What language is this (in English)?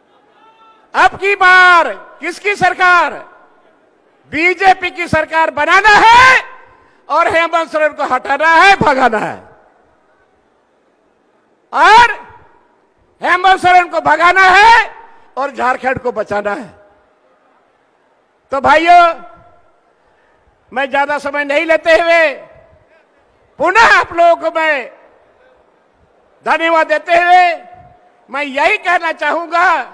Hindi